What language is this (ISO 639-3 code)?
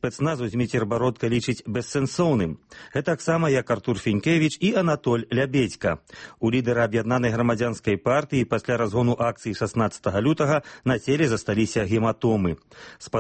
bel